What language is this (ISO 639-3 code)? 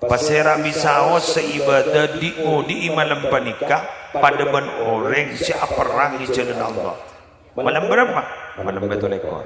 mad